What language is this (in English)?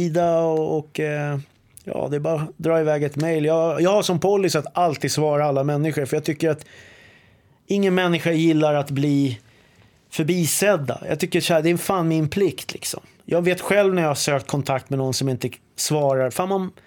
Swedish